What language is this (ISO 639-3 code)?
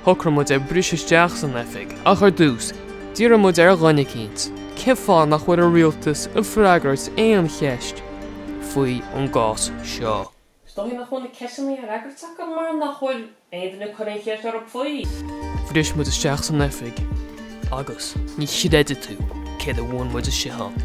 gle